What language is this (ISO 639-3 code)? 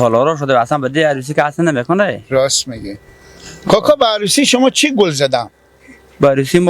fas